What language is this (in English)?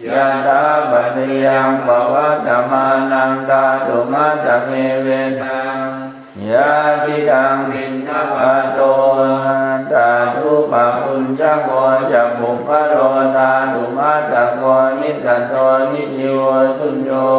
Pali